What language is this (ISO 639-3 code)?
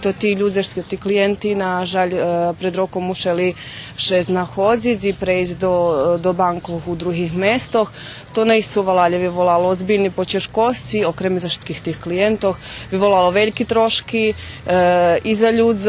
rue